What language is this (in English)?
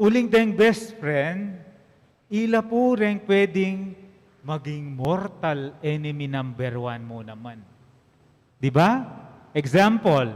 Pampanga